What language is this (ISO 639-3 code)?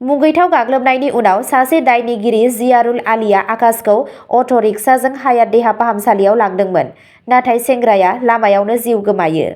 brx